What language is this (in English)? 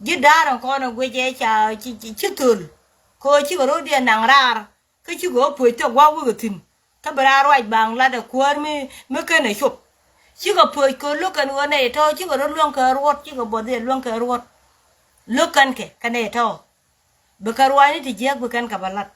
Nuer